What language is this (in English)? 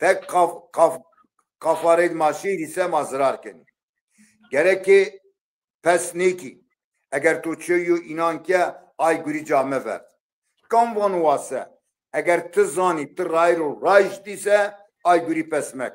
Zaza